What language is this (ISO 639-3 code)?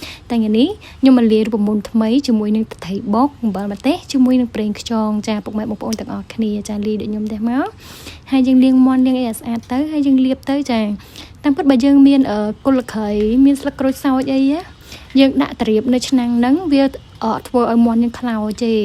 khm